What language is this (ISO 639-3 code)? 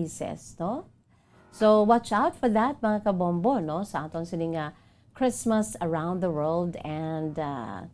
hil